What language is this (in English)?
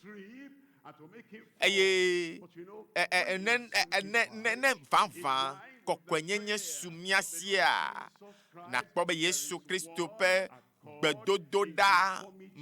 Ewe